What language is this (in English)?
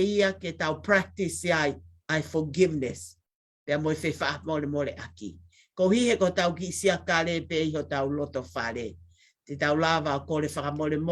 Tongan